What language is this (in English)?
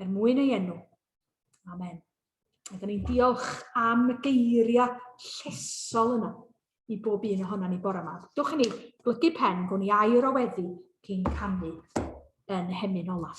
Welsh